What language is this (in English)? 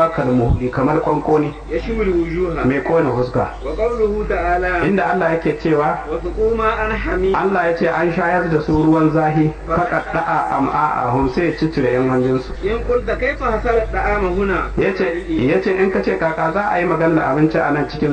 Hausa